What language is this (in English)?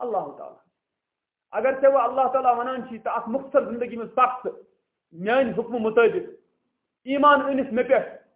Kashmiri